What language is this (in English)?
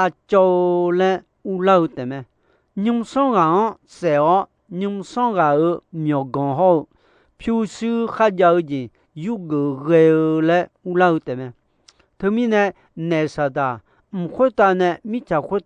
Akha